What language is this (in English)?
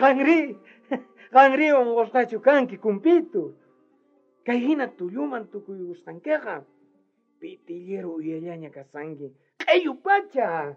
South Bolivian Quechua